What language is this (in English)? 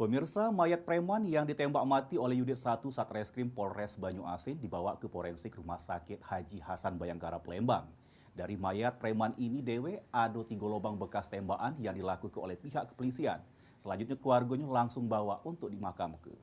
Musi